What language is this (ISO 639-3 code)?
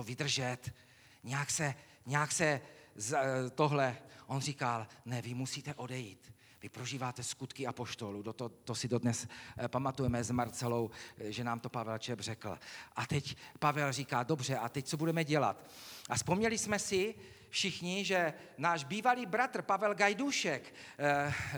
ces